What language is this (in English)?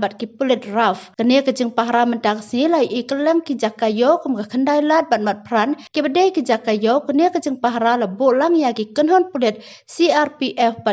Khasi